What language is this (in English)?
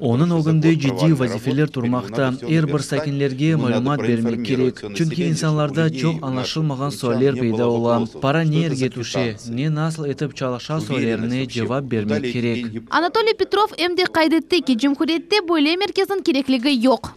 Crimean Tatar